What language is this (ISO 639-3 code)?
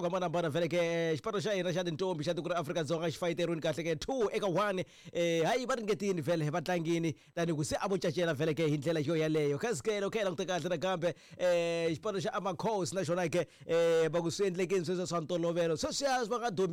tso